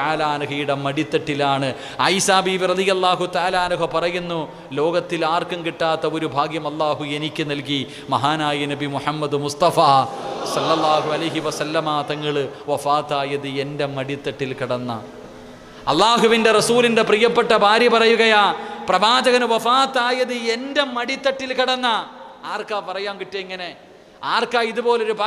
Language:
Malayalam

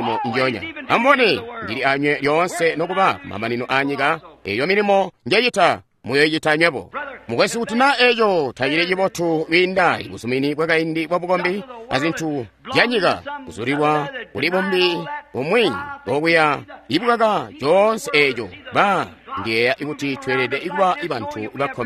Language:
Tonga (Zambia)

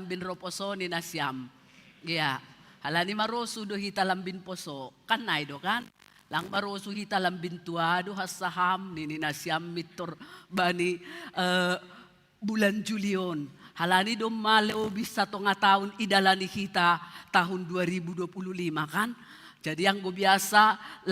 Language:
Batak Simalungun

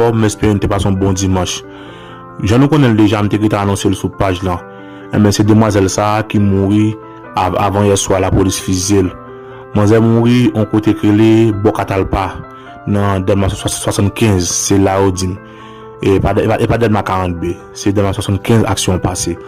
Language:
Haitian Creole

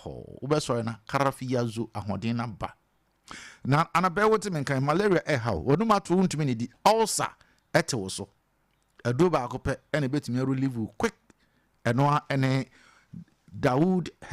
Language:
Akan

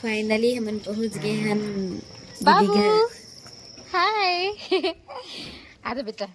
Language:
Chhattisgarhi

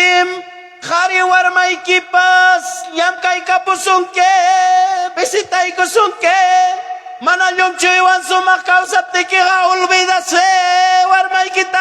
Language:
Ayacucho Quechua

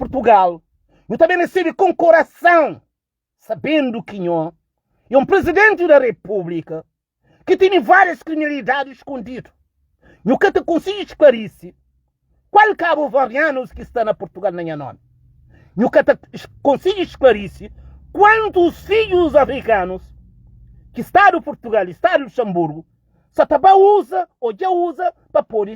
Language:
Kabuverdianu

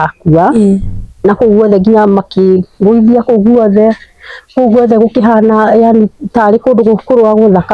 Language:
Kikuyu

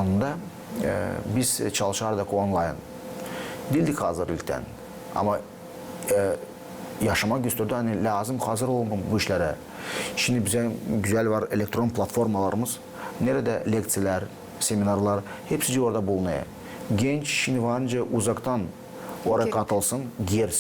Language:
Gagauz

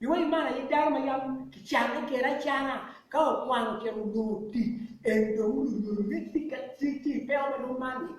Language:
Acoli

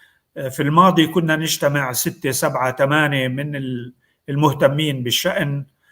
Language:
North Levantine Arabic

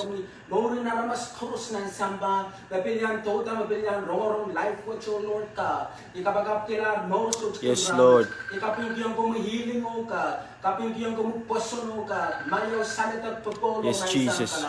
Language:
Pohnpeian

